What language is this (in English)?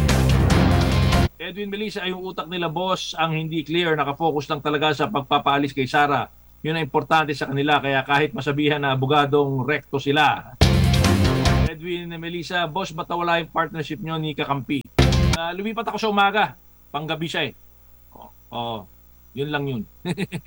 Filipino